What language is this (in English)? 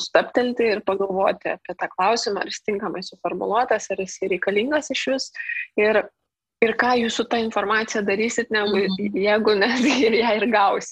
Lithuanian